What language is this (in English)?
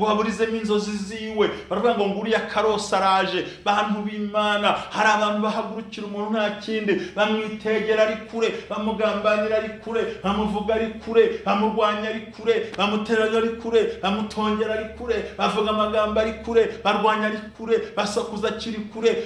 Kinyarwanda